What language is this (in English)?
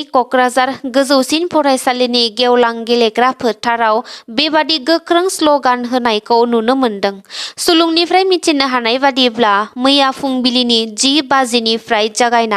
Bodo